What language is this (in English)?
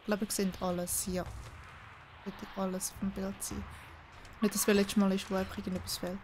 Swiss German